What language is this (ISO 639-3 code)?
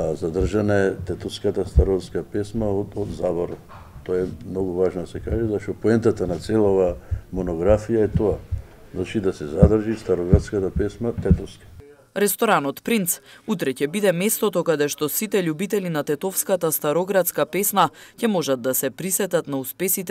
mkd